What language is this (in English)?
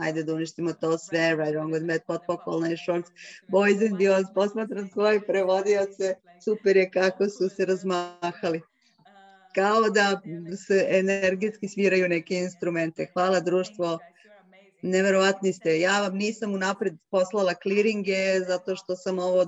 Serbian